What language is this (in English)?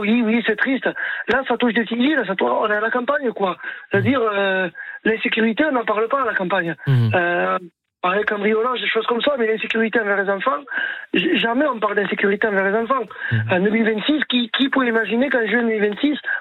French